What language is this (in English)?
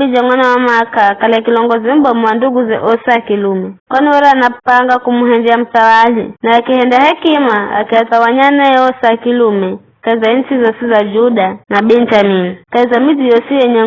Giryama